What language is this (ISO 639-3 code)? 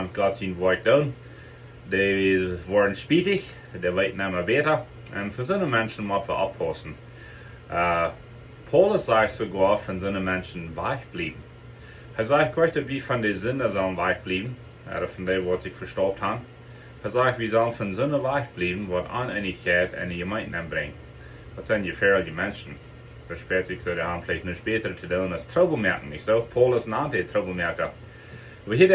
pdt